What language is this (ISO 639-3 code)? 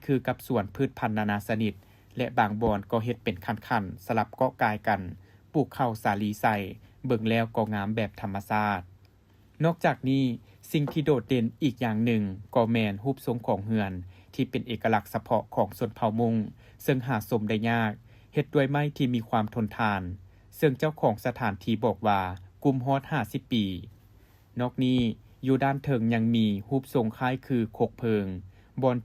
lao